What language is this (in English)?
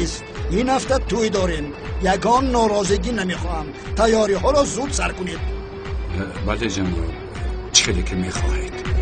Persian